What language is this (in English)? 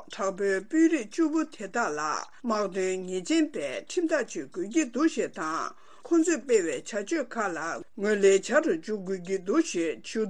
Tibetan